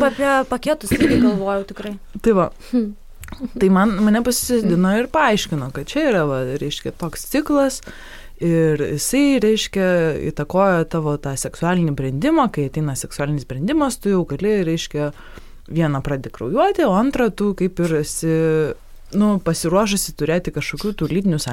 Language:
Lithuanian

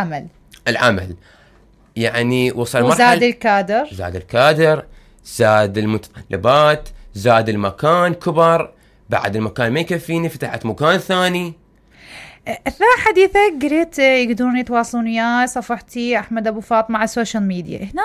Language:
Mesopotamian Arabic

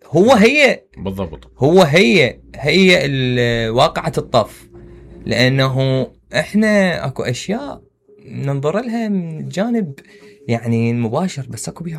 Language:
Mesopotamian Arabic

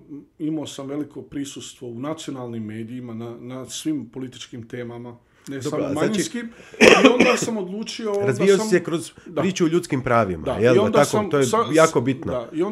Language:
Bosnian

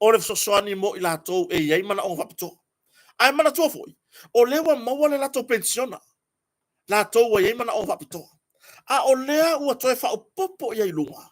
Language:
Samoan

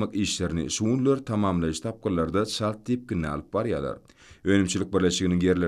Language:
Turkmen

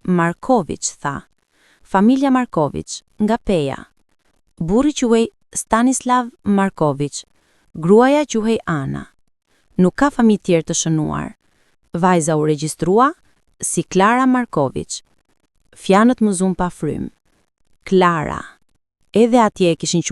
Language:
Albanian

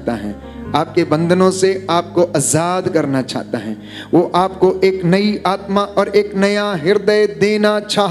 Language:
Hindi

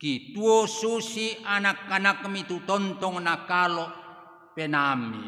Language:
Toraja-Sa'dan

